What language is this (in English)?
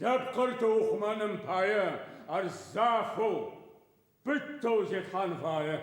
Adyghe